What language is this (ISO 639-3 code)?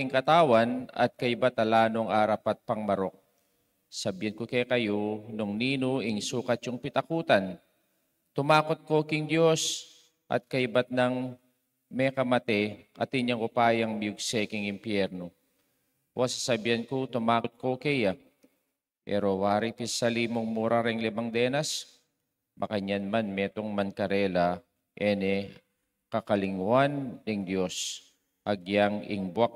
pam